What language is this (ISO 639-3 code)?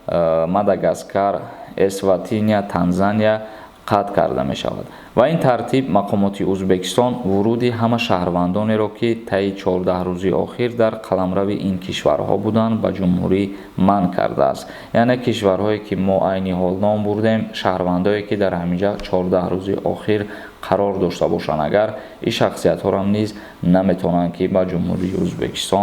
tgk